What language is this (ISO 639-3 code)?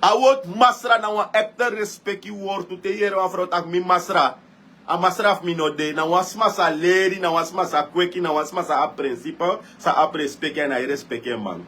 srn